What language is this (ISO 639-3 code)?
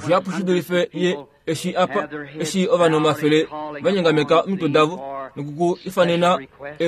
kua